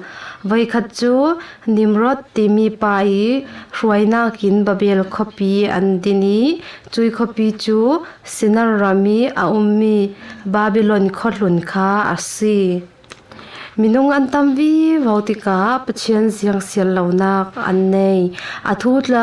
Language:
Falam Chin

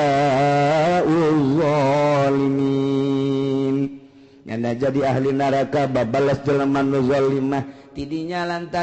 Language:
Sundanese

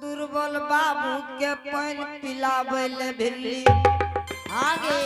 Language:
Angika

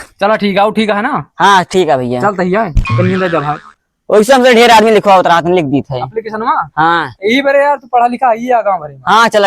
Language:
Awadhi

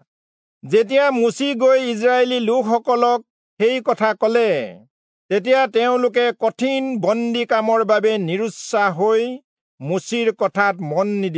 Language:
Assamese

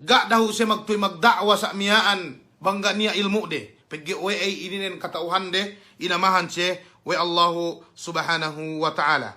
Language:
Yakan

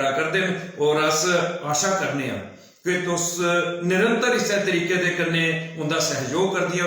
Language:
Dogri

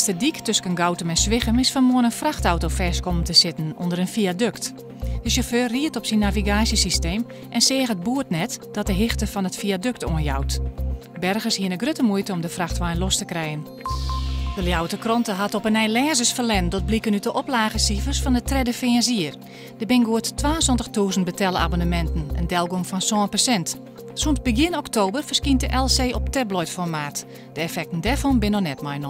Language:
Western Frisian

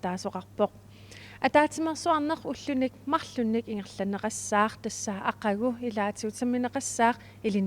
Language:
Kalaallisut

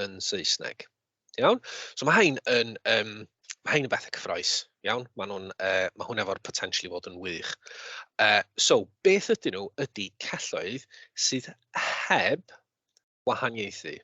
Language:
Welsh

